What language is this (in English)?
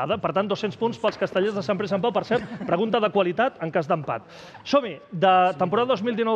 Catalan